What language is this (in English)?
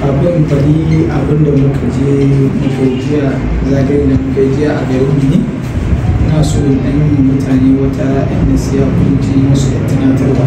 Hausa